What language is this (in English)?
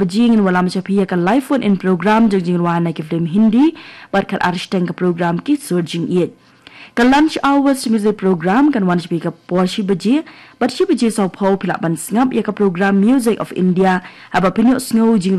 Khasi